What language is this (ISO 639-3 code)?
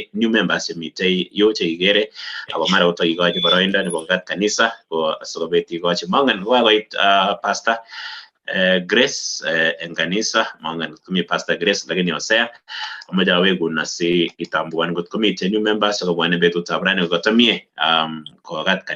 kln